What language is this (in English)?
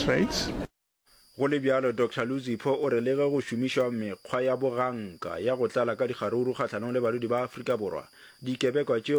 Northern Sotho